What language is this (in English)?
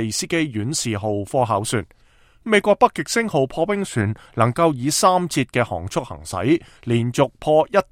Cantonese